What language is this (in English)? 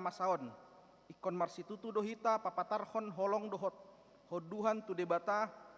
Batak Toba